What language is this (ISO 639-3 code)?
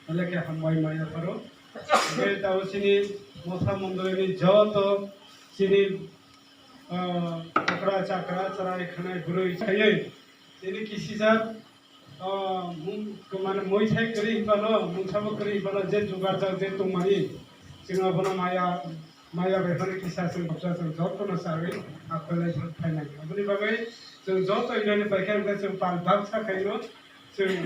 trp